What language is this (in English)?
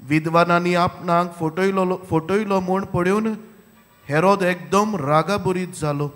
Konkani